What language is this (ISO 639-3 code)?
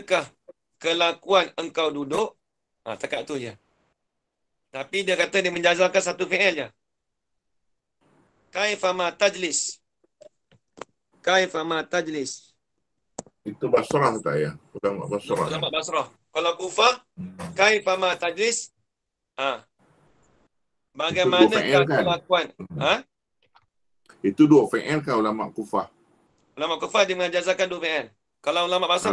msa